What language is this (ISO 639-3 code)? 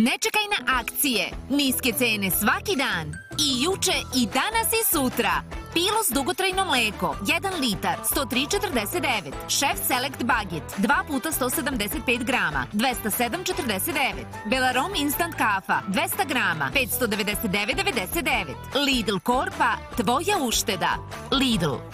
srp